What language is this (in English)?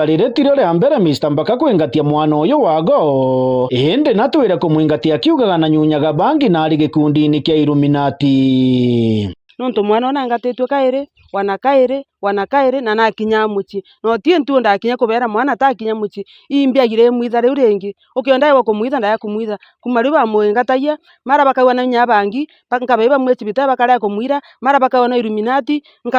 Meru